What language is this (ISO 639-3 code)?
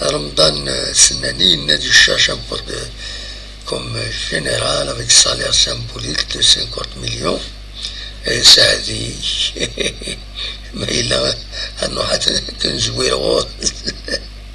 kab